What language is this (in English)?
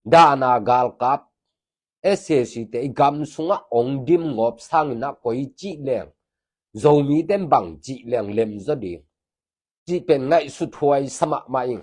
Tedim Chin